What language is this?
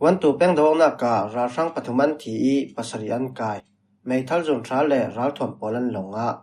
Falam Chin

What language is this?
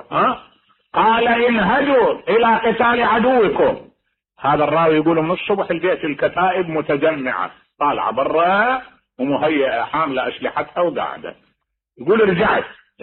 Mesopotamian Arabic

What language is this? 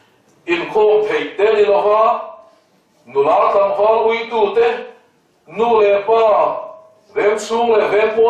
Mizo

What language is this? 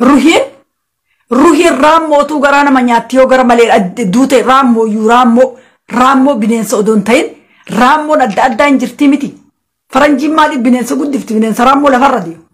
Oromo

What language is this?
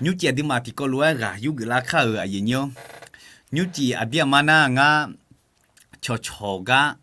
Akha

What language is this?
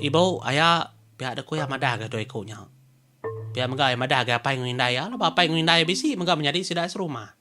Iban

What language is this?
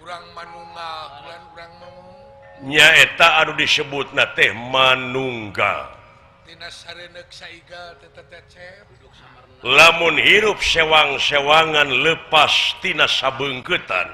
Sundanese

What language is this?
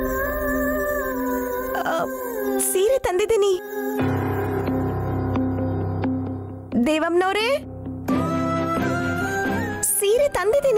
Kannada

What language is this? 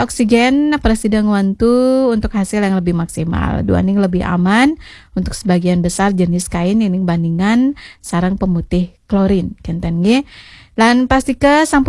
Balinese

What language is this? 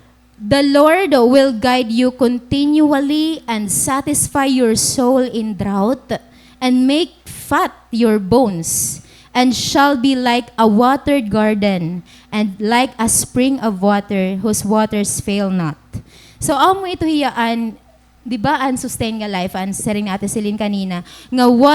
Waray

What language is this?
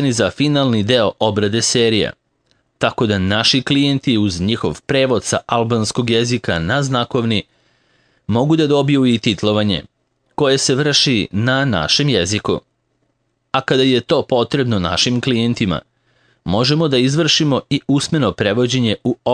Serbian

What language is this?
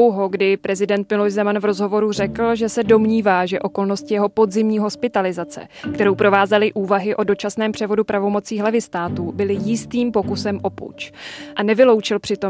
Czech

